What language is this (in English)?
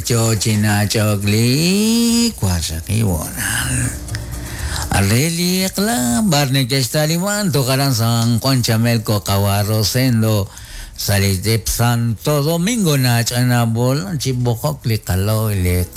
Kekchí